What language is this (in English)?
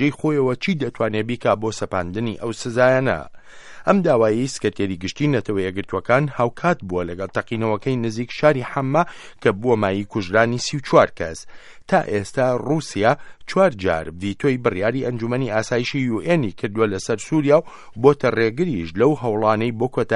Central Kurdish